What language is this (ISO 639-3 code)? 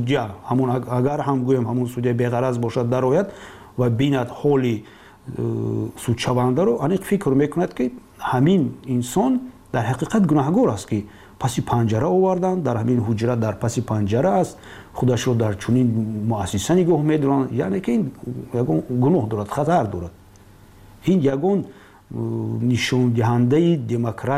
tgk